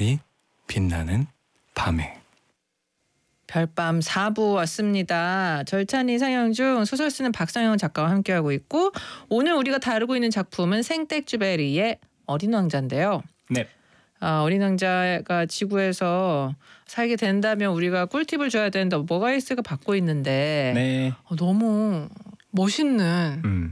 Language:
Korean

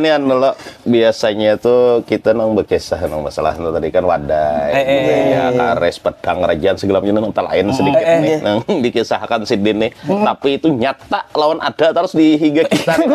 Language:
Banjar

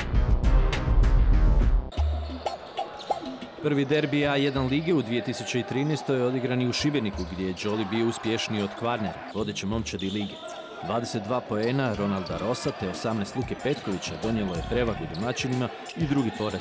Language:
Croatian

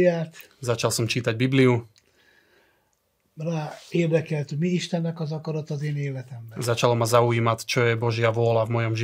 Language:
Slovak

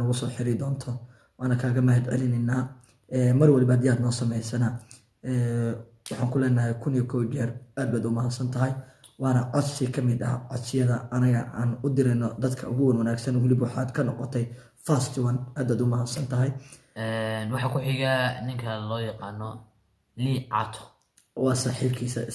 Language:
Somali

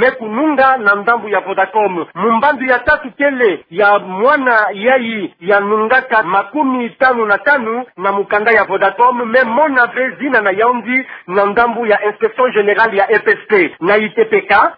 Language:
Kituba (Democratic Republic of Congo)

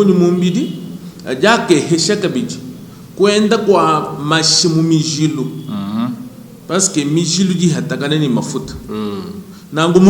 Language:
Luba-Lulua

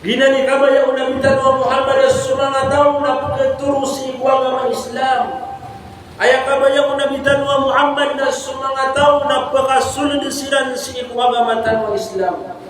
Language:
Maranao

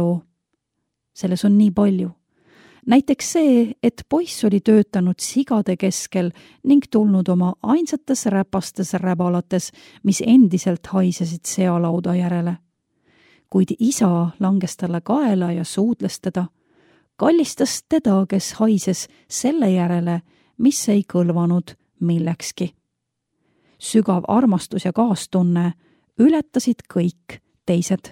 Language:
Estonian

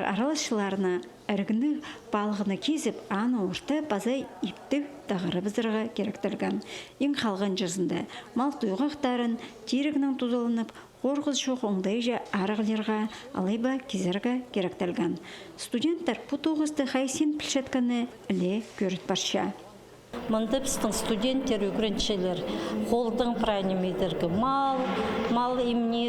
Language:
Khakas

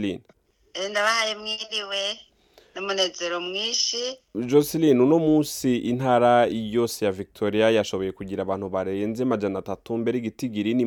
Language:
Rundi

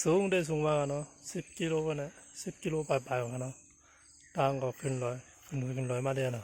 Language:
Shan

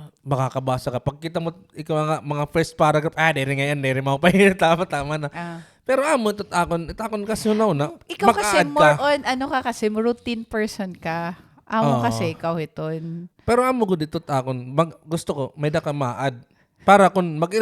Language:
Waray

